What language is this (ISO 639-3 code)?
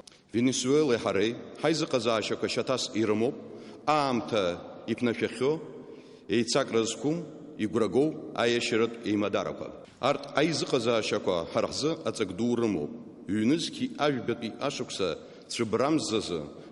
abk